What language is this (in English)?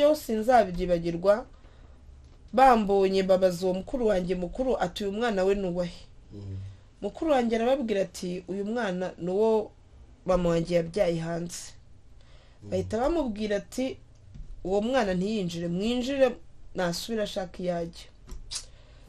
Kinyarwanda